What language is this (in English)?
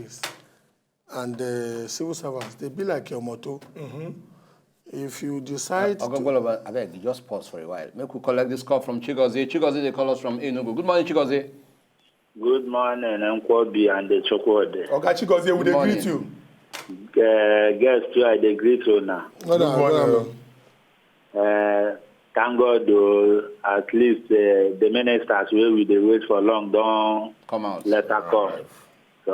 Nigerian Pidgin